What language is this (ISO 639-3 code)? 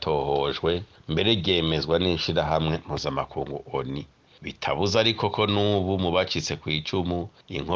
run